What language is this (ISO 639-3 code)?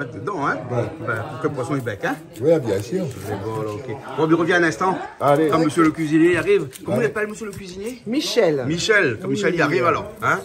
rcf